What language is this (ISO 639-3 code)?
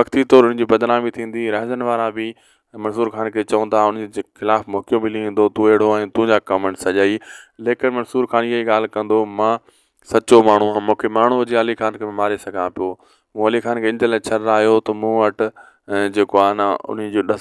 snd